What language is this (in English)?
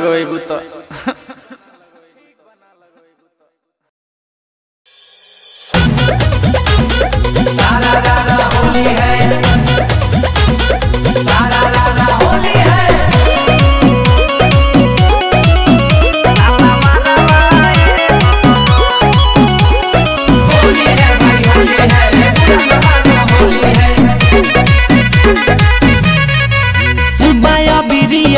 Bhojpuri